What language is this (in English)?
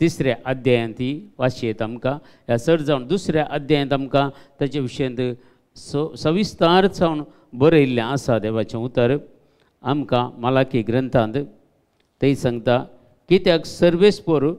Konkani